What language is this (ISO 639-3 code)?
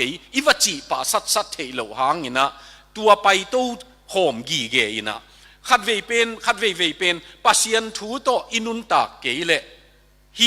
ctd